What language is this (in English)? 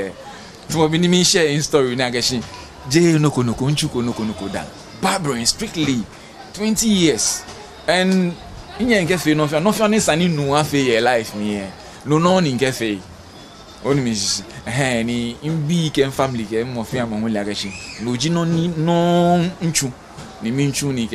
Ga